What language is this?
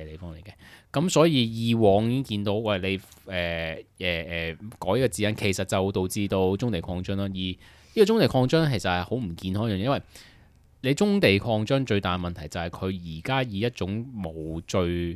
Cantonese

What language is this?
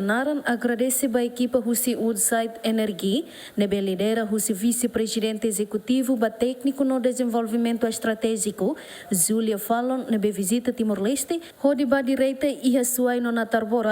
Tetum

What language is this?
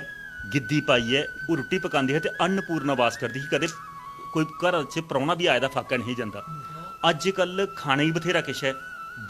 Dogri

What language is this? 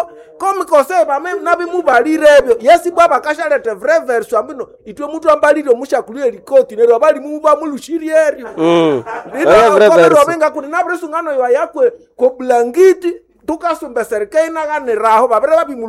Nande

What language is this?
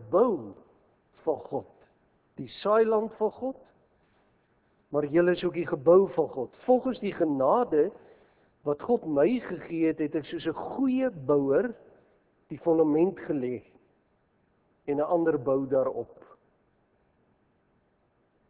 Afrikaans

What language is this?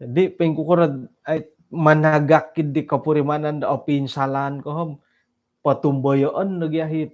Central Dusun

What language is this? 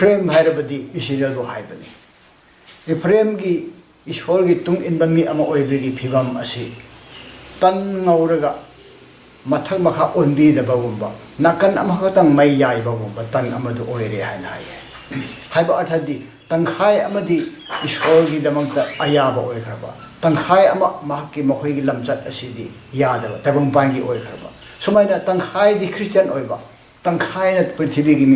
Manipuri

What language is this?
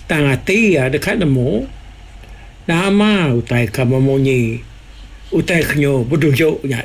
Iban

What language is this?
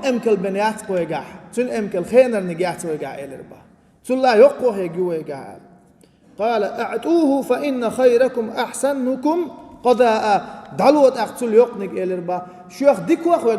Chechen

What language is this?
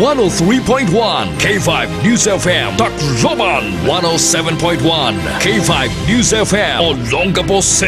Hiligaynon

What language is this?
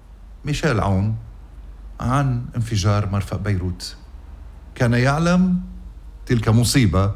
North Levantine Arabic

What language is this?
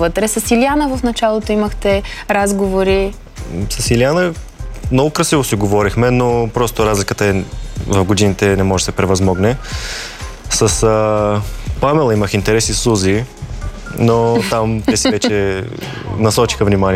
Bulgarian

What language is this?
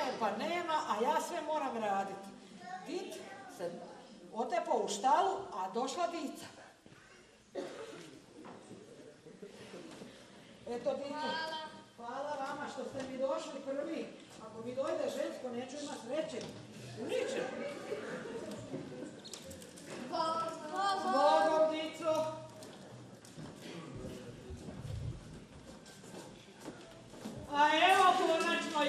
Croatian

